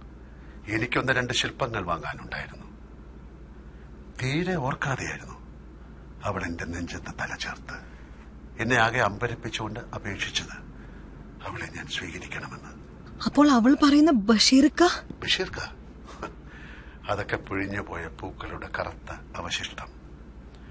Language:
Malayalam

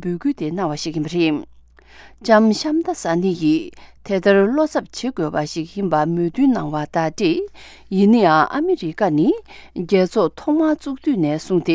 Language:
Tibetan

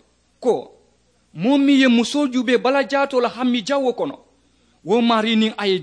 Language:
Mandingo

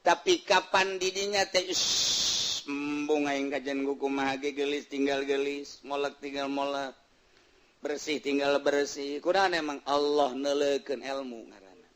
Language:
Sundanese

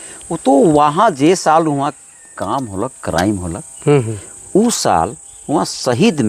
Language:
Sadri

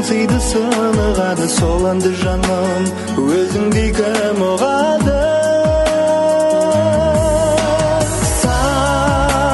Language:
Kazakh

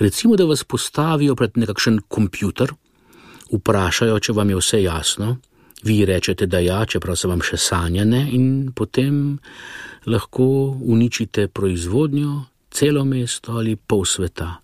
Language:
Slovenian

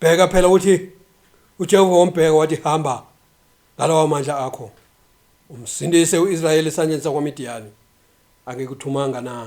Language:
Zulu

